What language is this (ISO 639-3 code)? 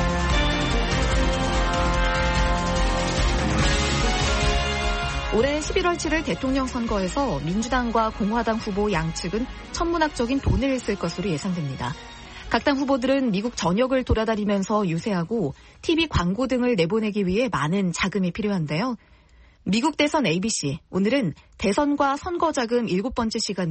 kor